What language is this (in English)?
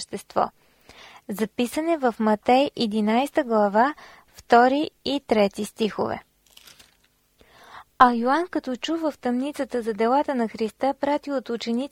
Bulgarian